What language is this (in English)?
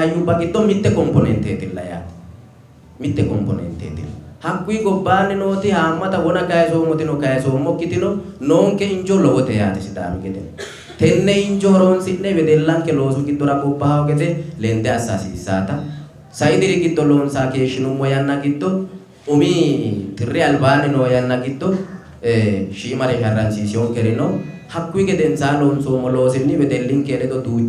Sidamo